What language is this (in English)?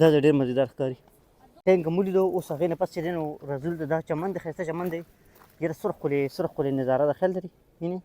Pashto